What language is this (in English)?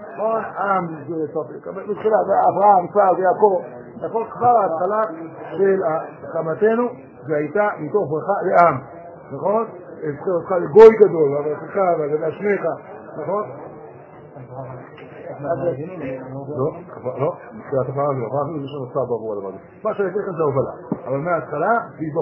Hebrew